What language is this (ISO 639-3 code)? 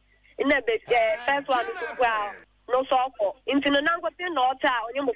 aka